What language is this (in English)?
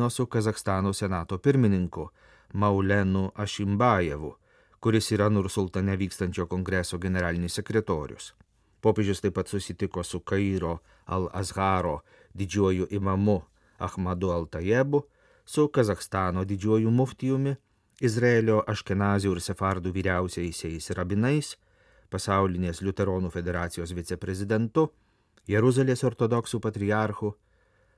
Lithuanian